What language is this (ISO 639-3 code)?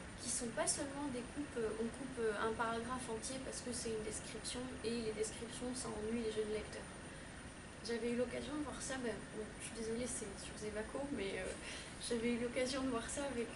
fra